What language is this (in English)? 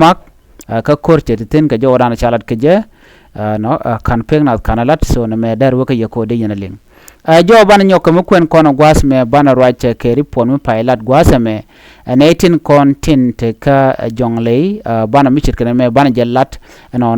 Nuer